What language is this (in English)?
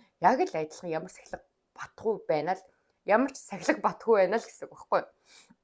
Mongolian